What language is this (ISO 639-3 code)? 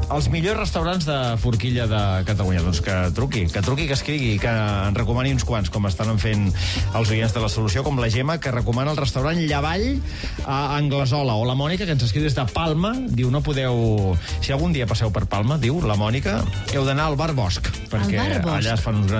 cat